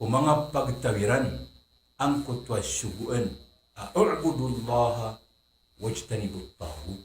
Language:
Maranao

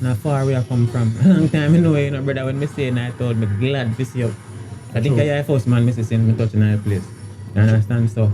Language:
Jamaican Creole English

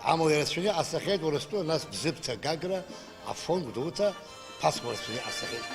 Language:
Abkhazian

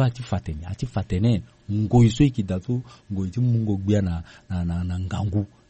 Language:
Sango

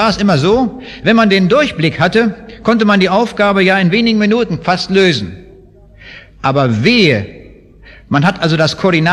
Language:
German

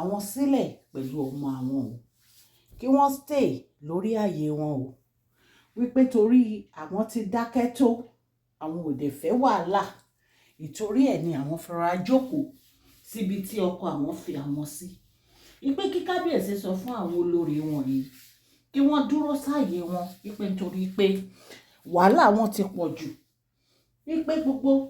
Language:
Yoruba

